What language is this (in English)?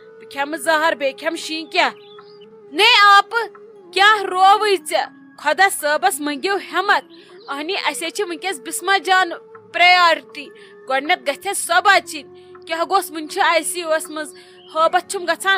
Kashmiri